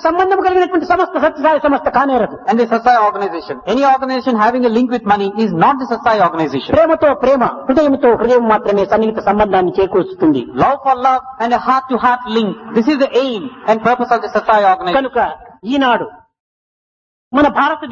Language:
Telugu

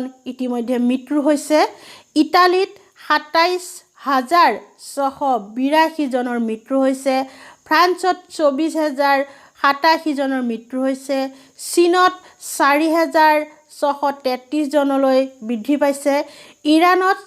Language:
Assamese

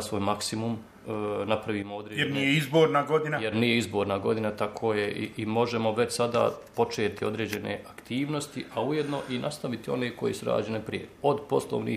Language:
Bosnian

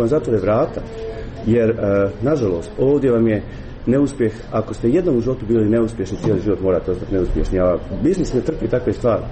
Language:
Croatian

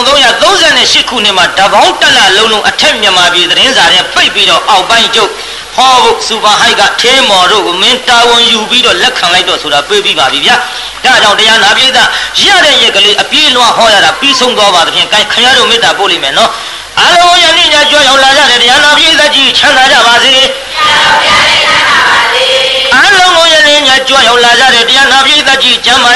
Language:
Burmese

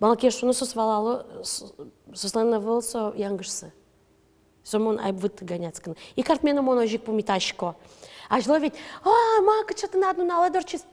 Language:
Udmurt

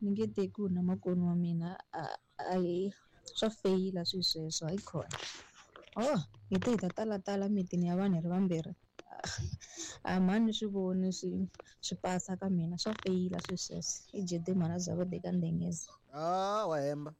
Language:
Tsonga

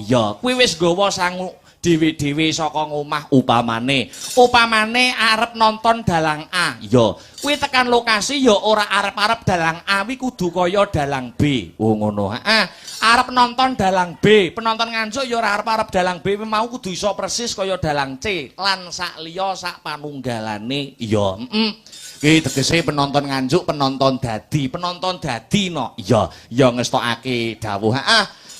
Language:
Javanese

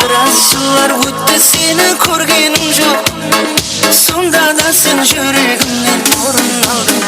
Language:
Kara-Kalpak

